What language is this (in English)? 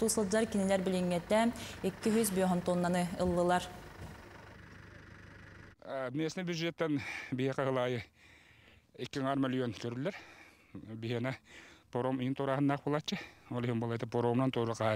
Yakut